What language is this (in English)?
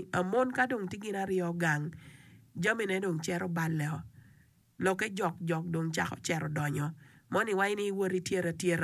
Acoli